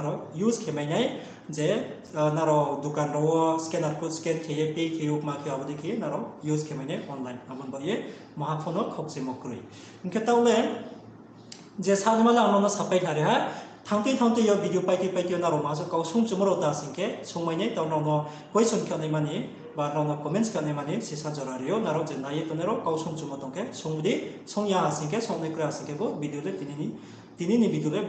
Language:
Riang (India)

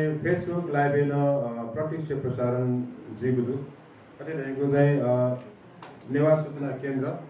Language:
Newari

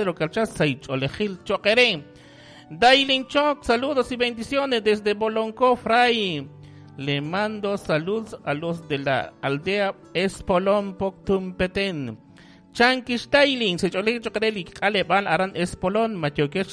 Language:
Kekchí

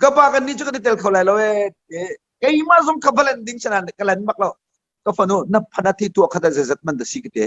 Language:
Hakha Chin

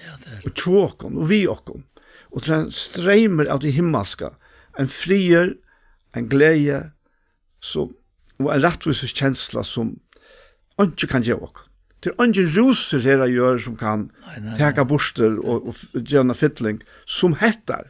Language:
Faroese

